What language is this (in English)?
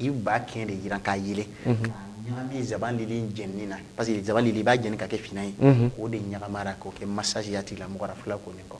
Bambara